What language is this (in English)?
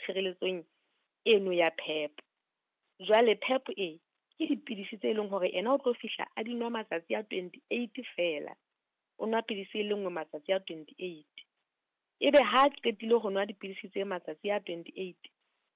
Southern Sotho